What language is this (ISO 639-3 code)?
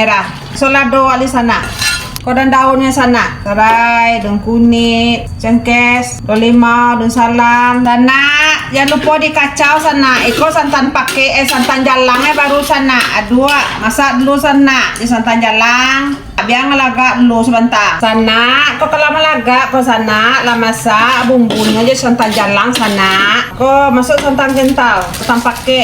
min